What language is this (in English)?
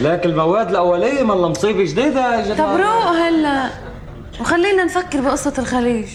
North Levantine Arabic